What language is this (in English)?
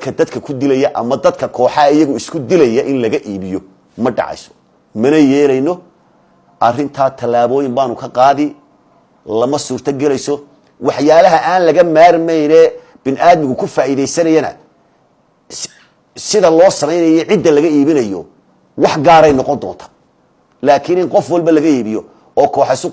Somali